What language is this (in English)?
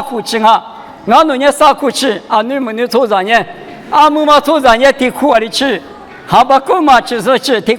Lisu